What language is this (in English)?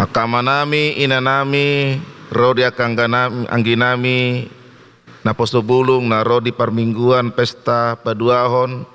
Batak Toba